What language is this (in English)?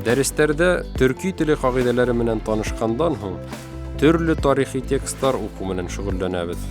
Bashkir